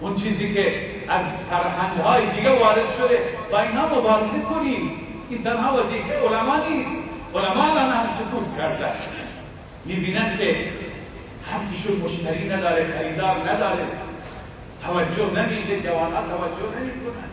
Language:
Persian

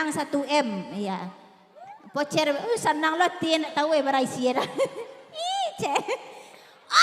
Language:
Minangkabau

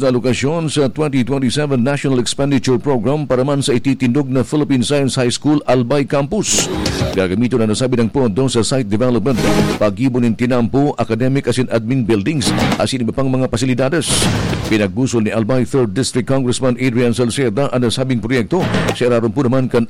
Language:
Bikol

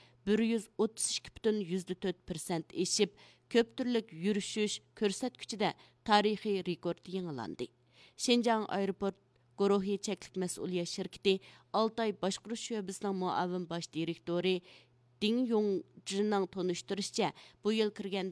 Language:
Uyghur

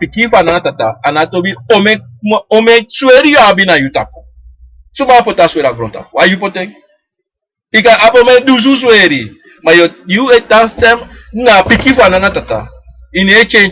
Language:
Sranan Tongo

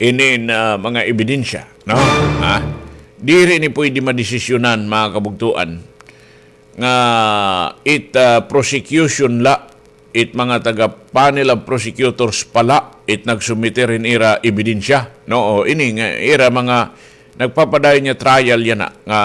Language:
Waray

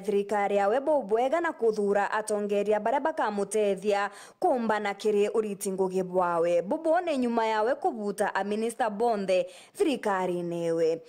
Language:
Meru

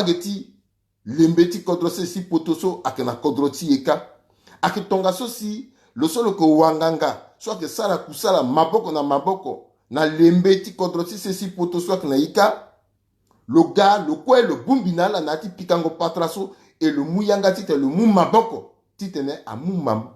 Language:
Sango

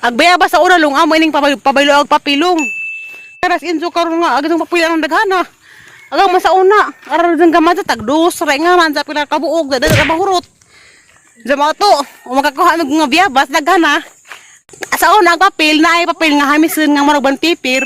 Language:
Cebuano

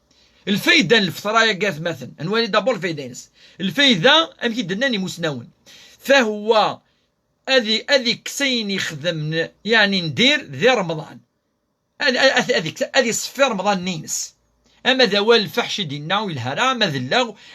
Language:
Kabyle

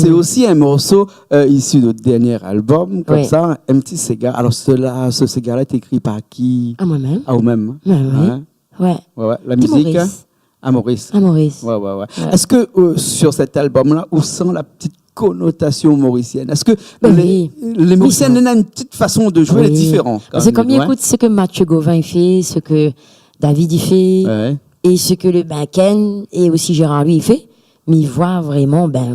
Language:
Réunion Creole French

